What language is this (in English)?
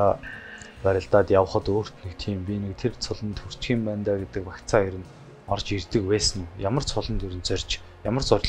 Mongolian